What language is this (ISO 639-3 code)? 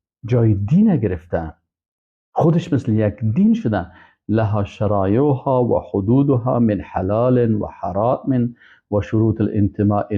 fas